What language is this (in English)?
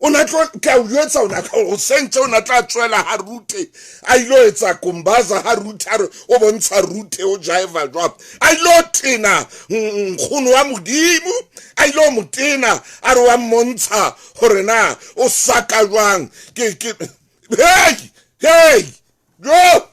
Southern Sotho